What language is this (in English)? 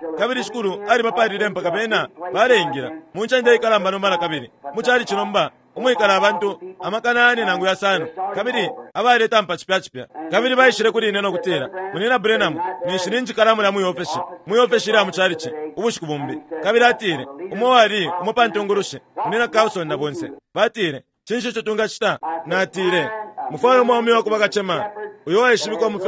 Bemba